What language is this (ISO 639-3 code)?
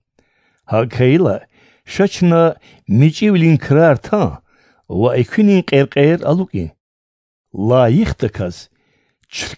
lez